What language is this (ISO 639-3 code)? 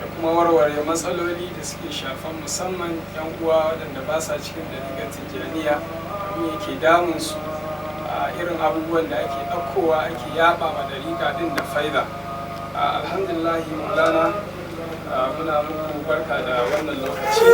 hau